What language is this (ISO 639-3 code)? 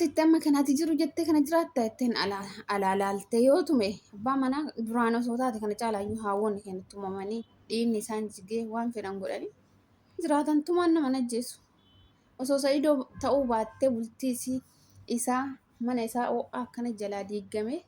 orm